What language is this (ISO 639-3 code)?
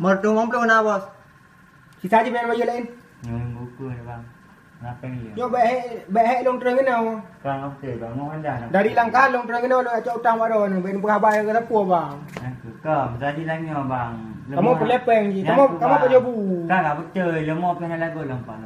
ace